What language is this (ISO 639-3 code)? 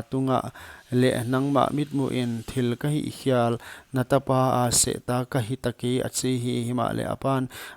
pck